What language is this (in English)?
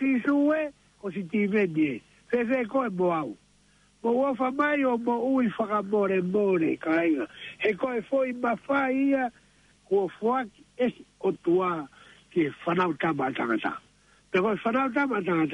Tongan